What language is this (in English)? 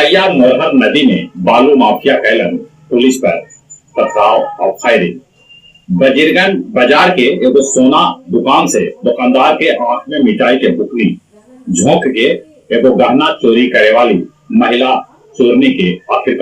Magahi